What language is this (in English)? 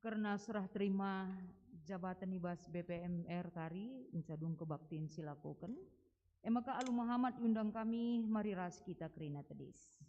Batak Karo